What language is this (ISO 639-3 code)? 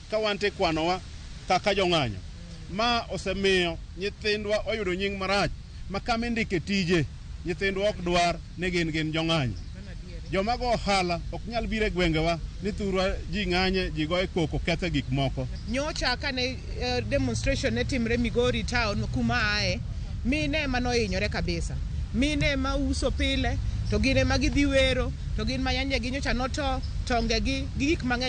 luo